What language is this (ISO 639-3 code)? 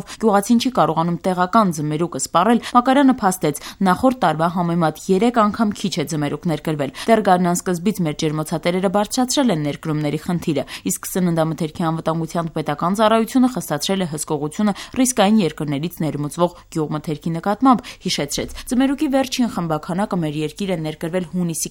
hye